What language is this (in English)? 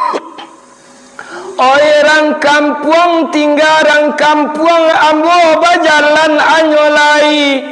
Minangkabau